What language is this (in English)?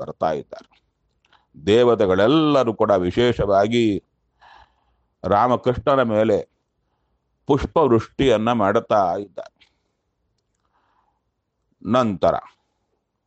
Kannada